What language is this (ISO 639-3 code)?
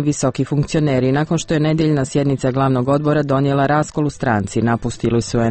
hrv